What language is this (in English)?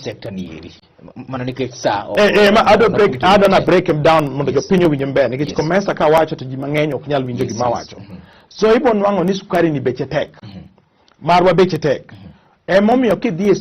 Luo (Kenya and Tanzania)